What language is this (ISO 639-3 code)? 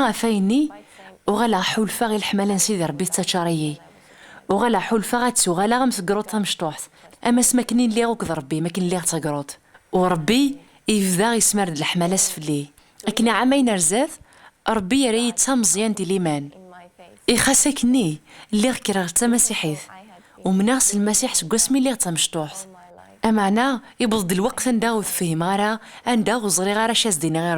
kab